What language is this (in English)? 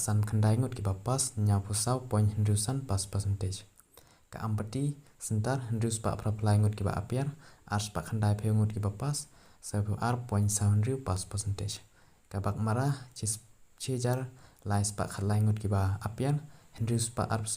Khasi